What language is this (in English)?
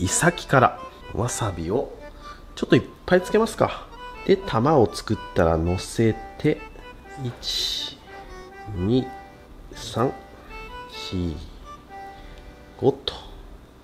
Japanese